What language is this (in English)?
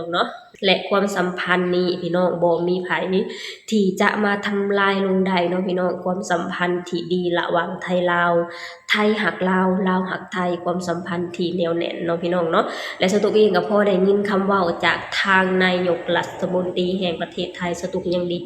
Lao